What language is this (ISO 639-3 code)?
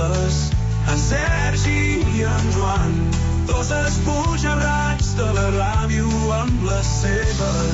cat